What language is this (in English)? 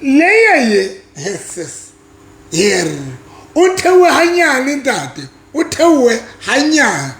Southern Sotho